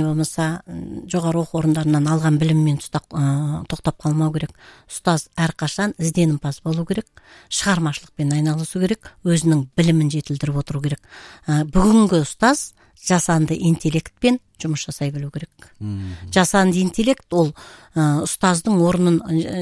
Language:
Kazakh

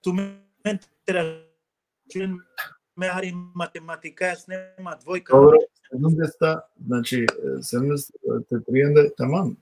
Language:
Balkan Romani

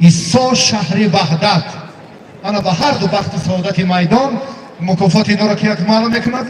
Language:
Tajik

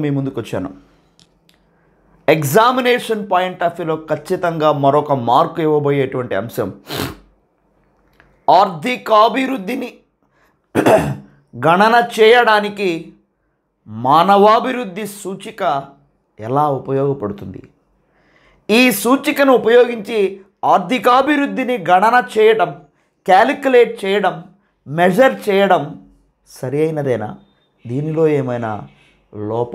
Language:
Telugu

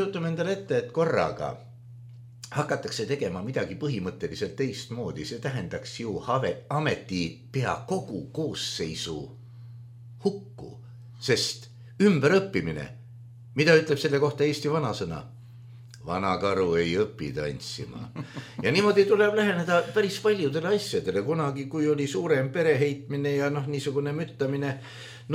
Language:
Estonian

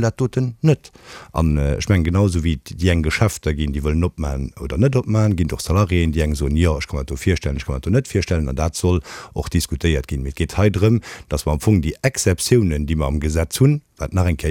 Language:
Luxembourgish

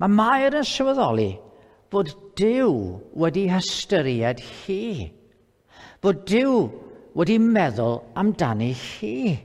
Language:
Welsh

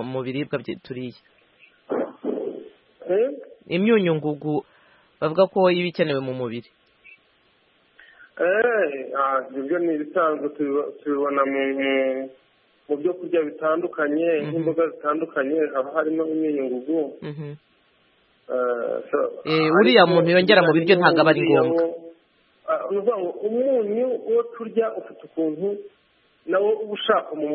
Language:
Kinyarwanda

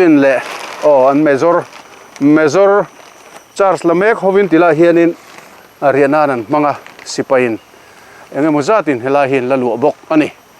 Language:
Mizo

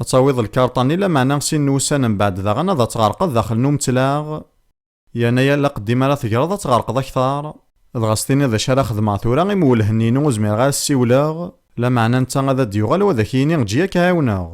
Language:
Kabyle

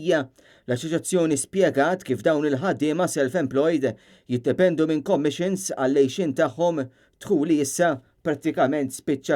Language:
Maltese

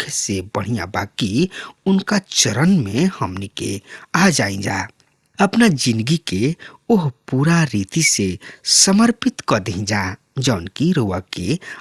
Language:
Bhojpuri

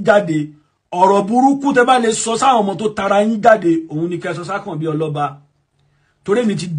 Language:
Yoruba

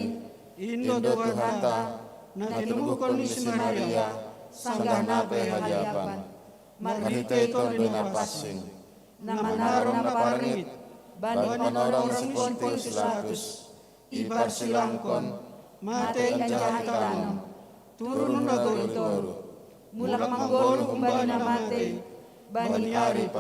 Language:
Batak Simalungun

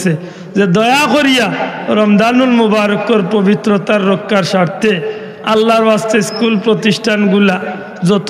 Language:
Sylheti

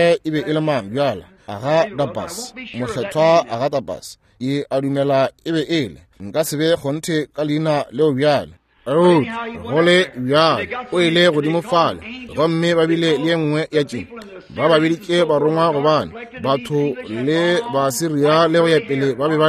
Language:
Northern Sotho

